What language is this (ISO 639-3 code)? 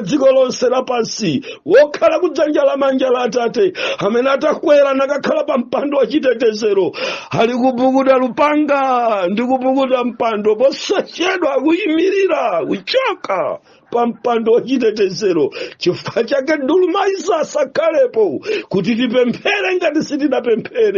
nya